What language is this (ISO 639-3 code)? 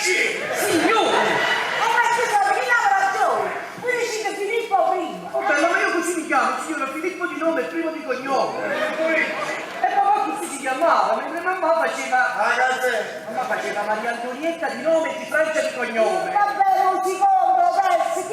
nap